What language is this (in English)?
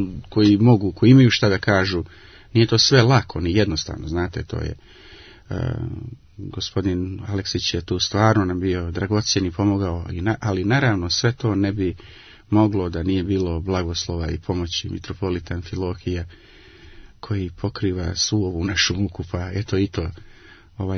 Croatian